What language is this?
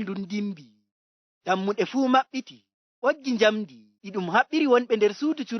Fula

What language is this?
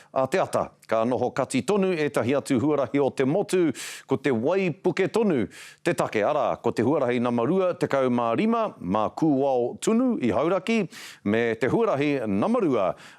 Māori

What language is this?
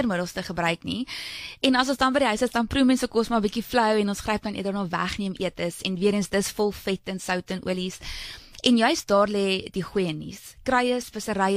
Afrikaans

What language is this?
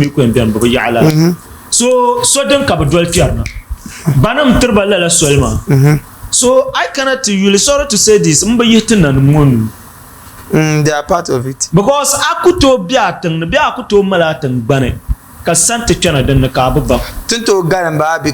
Dagbani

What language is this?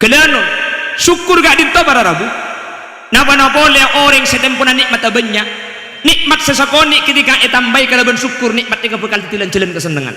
Madurese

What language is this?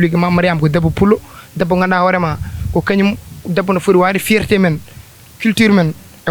Fula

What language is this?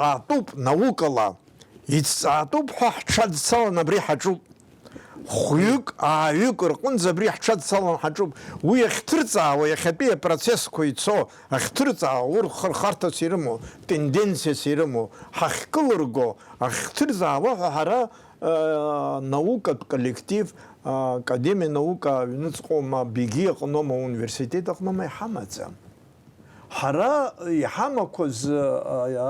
Abkhazian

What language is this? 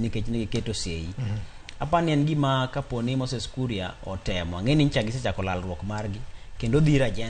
Luo (Kenya and Tanzania)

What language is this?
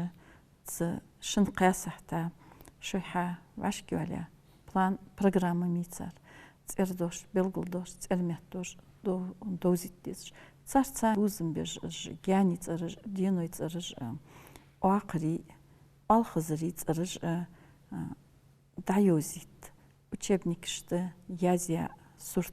Ingush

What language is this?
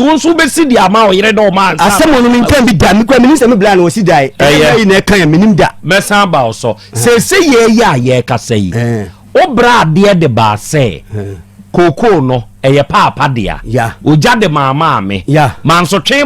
Akan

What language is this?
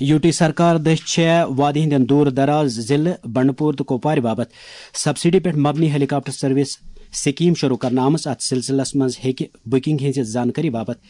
Kashmiri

